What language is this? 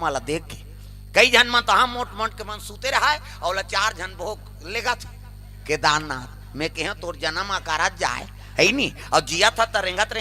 Chhattisgarhi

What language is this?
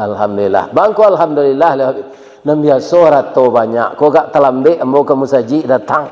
Minangkabau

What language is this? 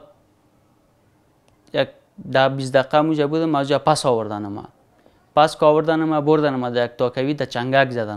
Persian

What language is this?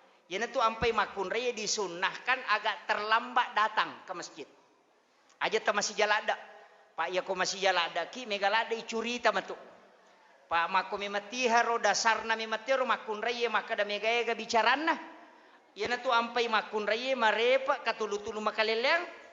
Buginese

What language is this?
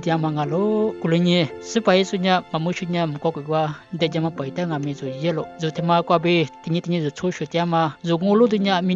Lisu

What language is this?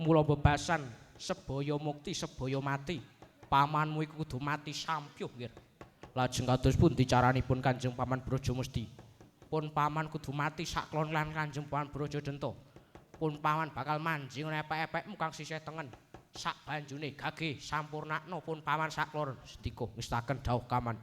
Javanese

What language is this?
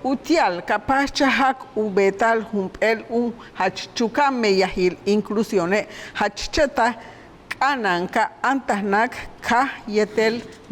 Yucateco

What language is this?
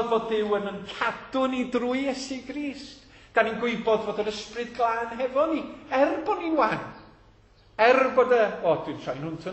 Welsh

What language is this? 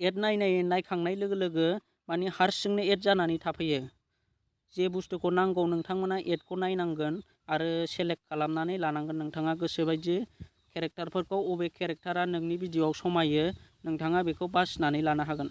Bodo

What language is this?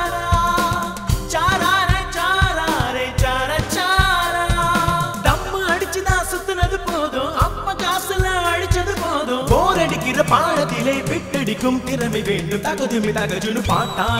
Tamil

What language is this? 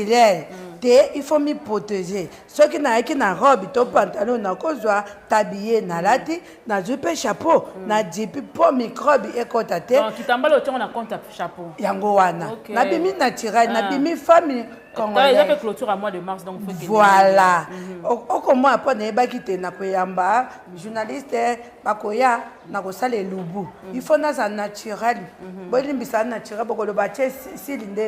Lingala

